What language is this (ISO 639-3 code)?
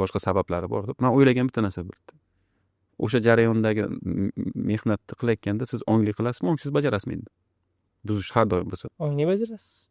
uzb